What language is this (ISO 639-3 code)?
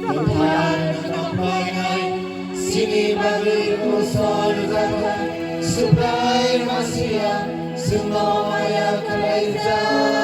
trp